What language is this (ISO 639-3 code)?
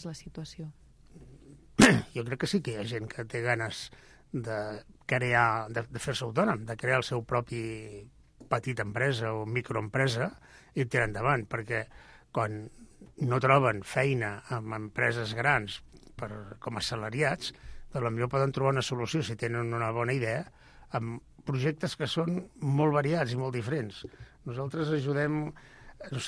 cat